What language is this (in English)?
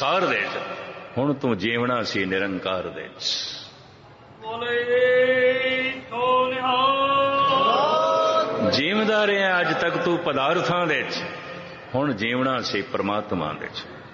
Punjabi